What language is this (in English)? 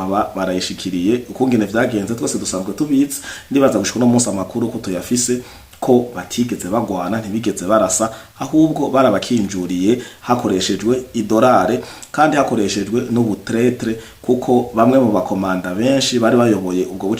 Rundi